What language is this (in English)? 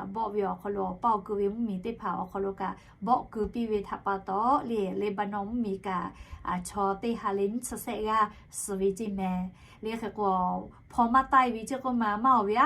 Lahu